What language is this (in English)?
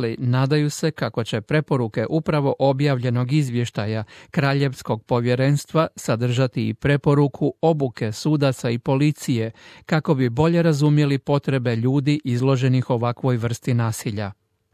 Croatian